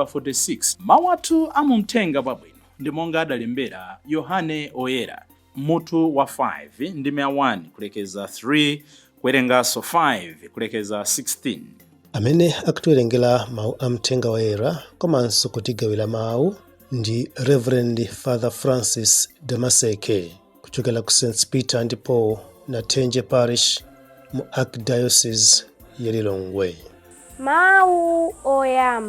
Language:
Nyanja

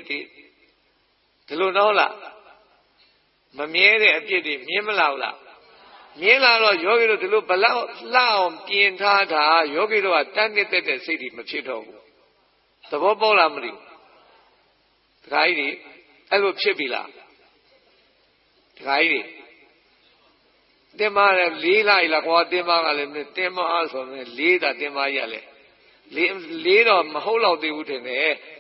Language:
Burmese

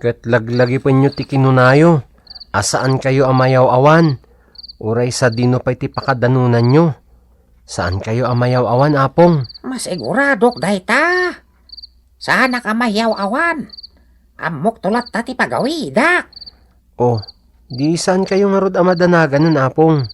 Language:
Iloko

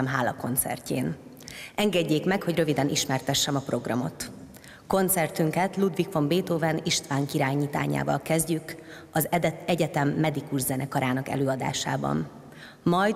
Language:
Hungarian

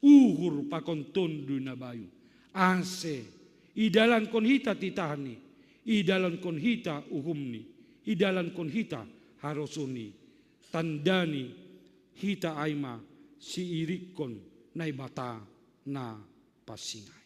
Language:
Batak Simalungun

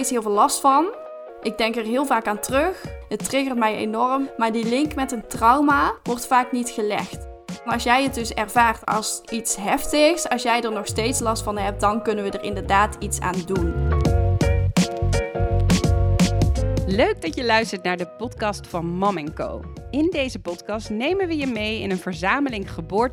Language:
Dutch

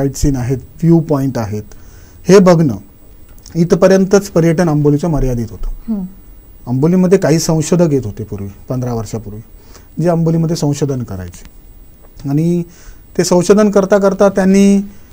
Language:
Marathi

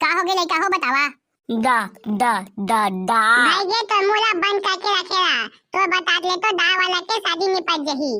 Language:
Chhattisgarhi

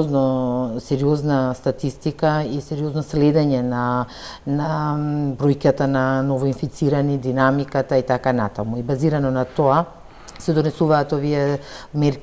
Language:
Macedonian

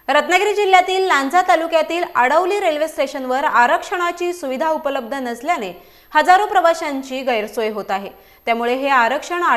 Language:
Marathi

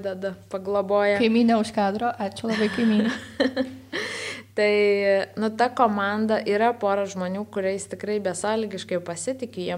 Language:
Lithuanian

